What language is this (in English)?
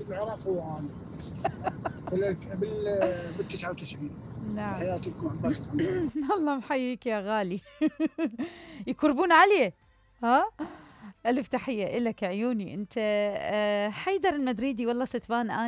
Mesopotamian Arabic